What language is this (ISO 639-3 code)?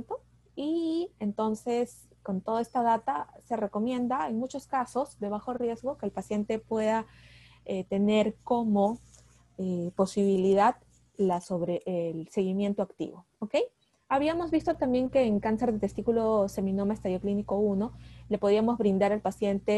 spa